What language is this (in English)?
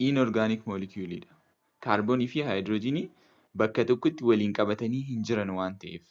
Oromo